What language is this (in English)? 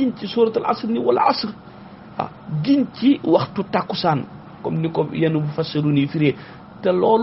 Wolof